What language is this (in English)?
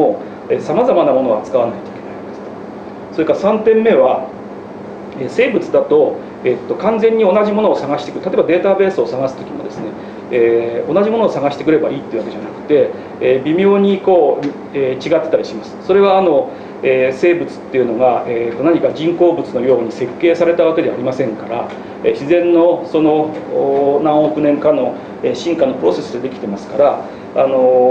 Japanese